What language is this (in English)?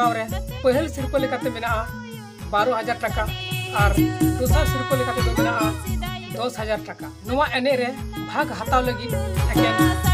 Santali